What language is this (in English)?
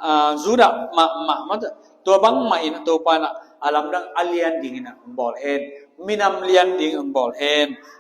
Tedim Chin